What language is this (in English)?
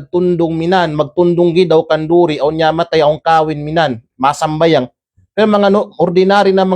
Kalagan